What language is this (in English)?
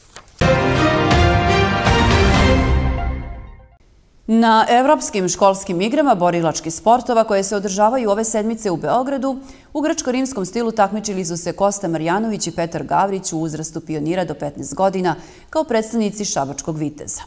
Serbian